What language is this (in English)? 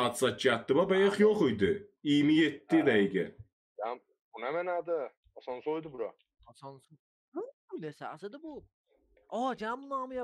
South Azerbaijani